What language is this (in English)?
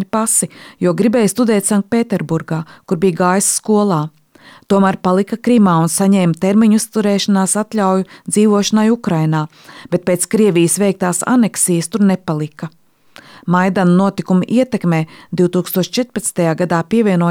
Latvian